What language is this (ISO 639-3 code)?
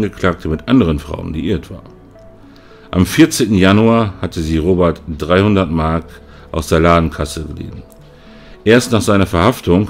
deu